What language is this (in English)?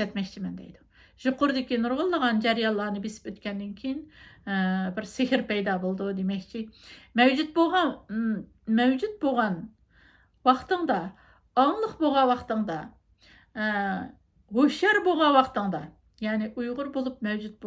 Uyghur